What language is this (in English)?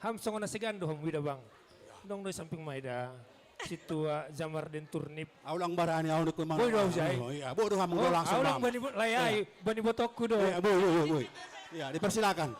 Batak Simalungun